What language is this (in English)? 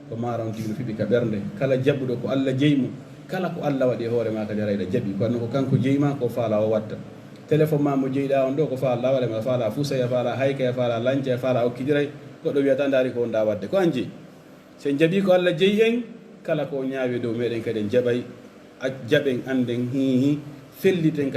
Pular